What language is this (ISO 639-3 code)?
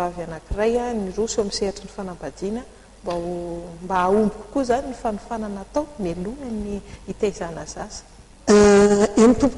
mlg